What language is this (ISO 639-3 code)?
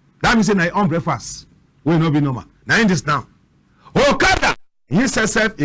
wes